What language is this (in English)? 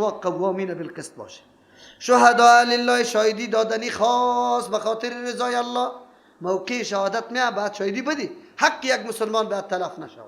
Persian